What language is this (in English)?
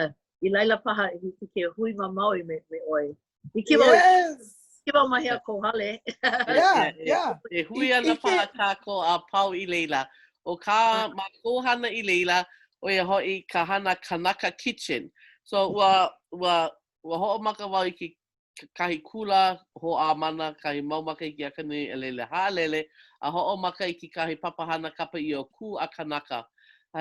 Hawaiian